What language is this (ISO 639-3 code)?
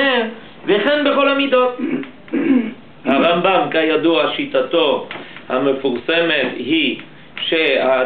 heb